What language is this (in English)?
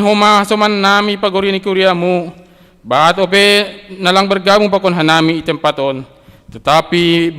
Batak Simalungun